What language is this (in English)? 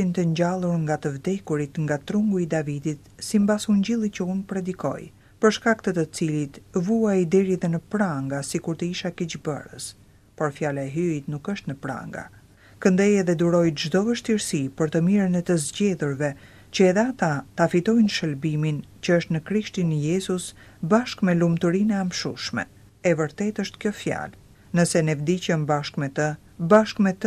Albanian